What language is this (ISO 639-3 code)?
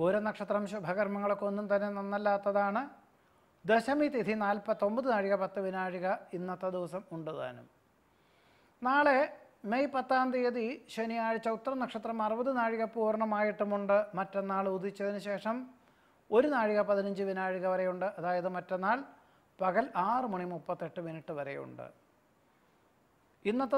mal